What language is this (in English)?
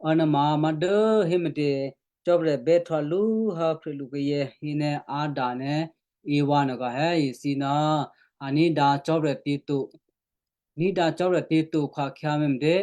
Western Kayah